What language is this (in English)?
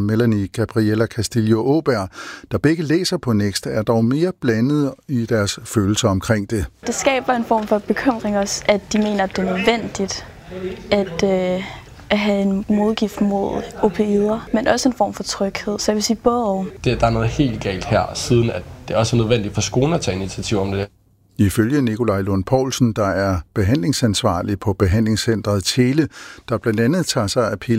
Danish